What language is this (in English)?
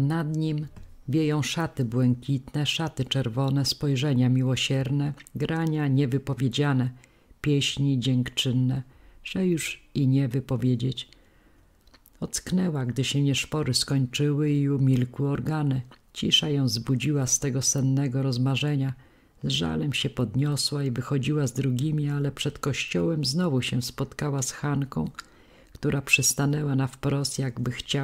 Polish